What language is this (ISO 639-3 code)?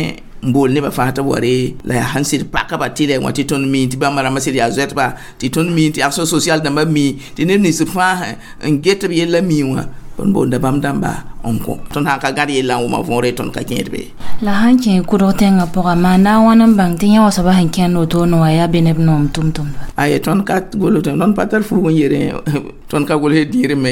mos